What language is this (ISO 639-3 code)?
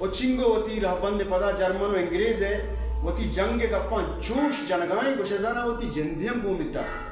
bal